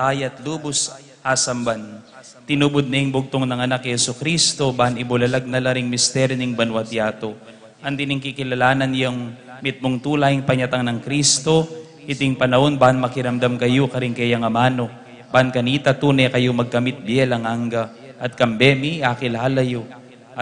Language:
Pampanga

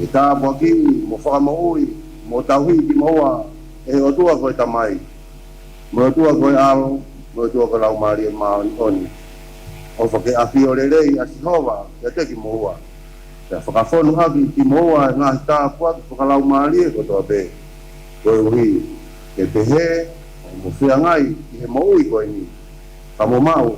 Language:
Tongan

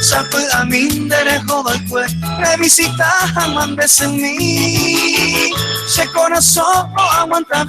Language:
Guarani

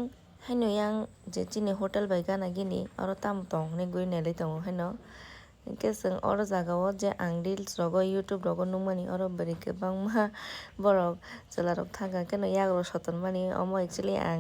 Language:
Kok Borok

